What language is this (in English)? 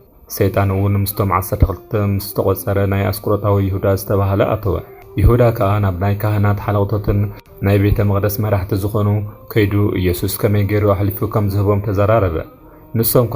Tigrinya